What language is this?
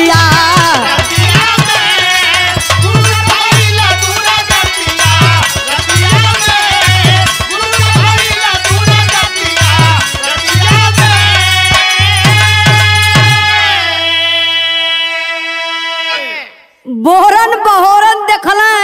Bhojpuri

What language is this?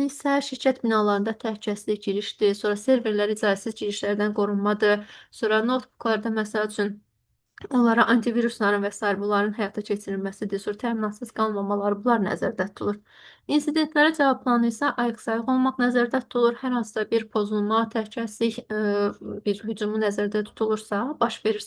Azerbaijani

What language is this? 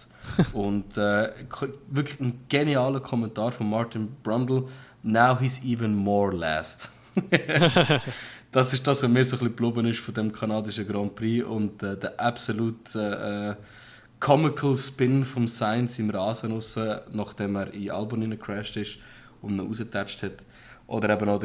Swiss German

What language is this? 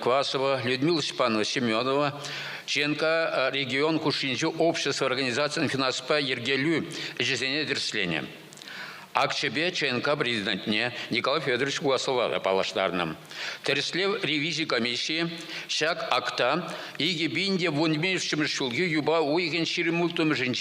Chuvash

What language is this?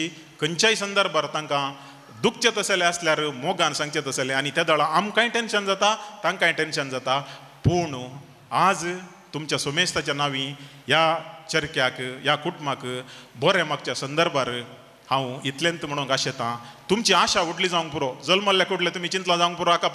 Konkani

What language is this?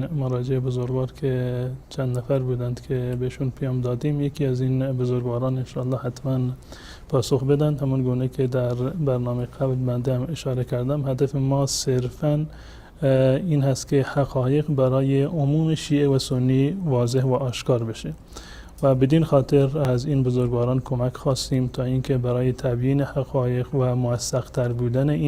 Persian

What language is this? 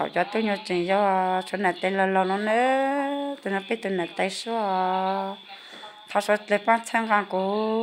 Hmong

